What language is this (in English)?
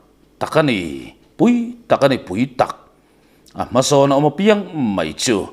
Mizo